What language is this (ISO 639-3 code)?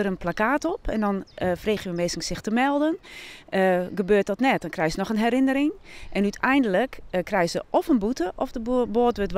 fry